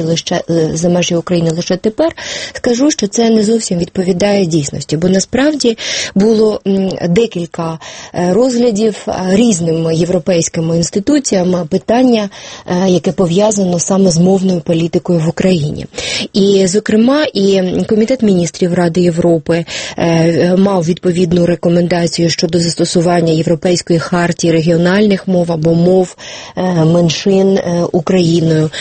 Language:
Ukrainian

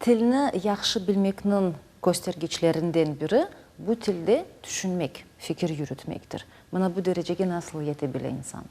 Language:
Crimean Tatar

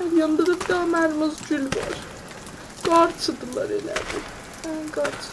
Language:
South Azerbaijani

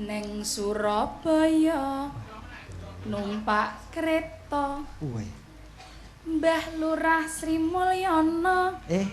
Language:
Javanese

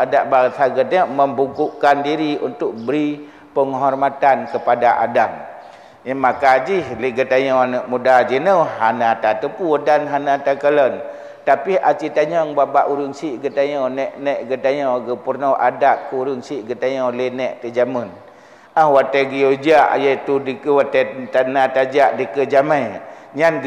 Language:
Achinese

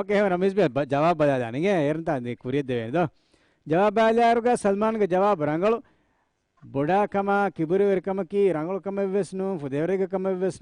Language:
Divehi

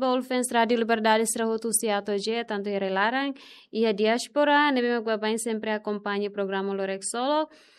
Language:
Tetum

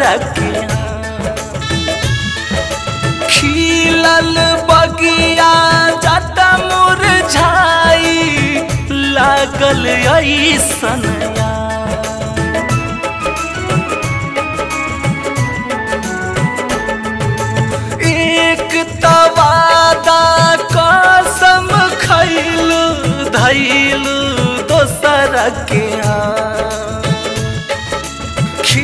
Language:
Bhojpuri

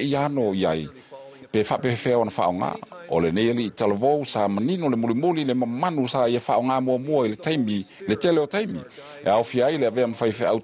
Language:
Samoan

